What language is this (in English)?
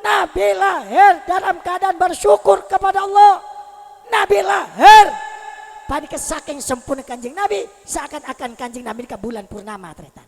Madurese